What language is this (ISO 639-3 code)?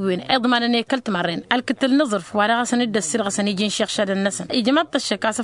taq